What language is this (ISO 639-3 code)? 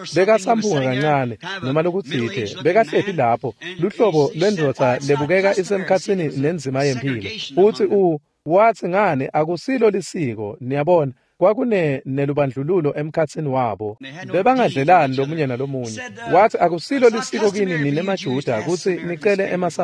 ssw